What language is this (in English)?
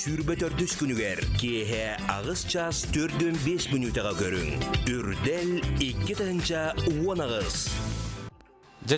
Yakut